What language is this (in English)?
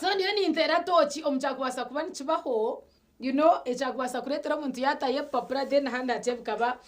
Nyankole